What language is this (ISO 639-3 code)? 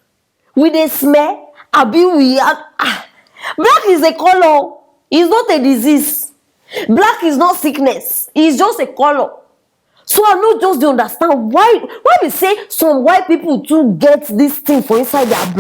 pcm